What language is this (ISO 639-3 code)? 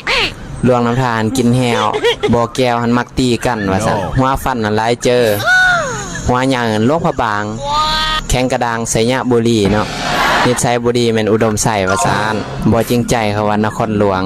lao